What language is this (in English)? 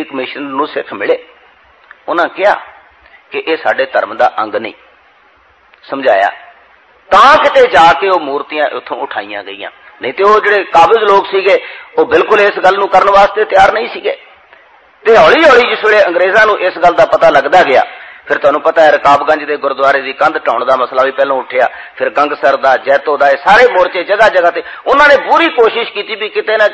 Punjabi